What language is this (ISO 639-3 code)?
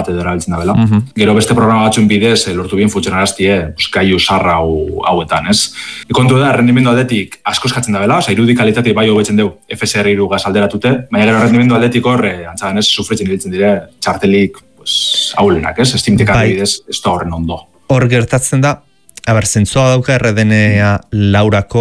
eus